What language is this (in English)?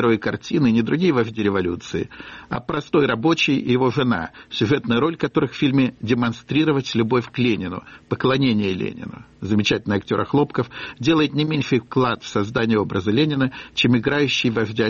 Russian